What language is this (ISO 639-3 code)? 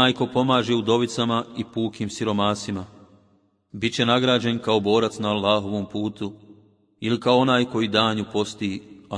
bos